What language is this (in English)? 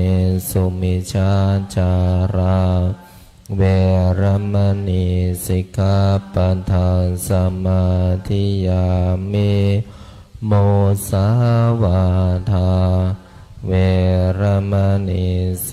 Pali